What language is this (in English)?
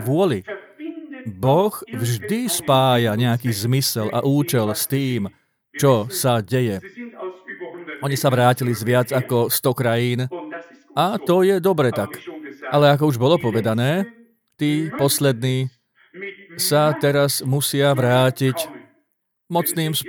Slovak